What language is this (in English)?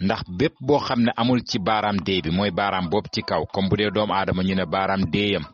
Wolof